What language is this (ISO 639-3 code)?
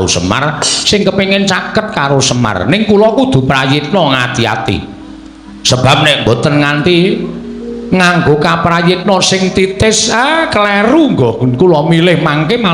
jav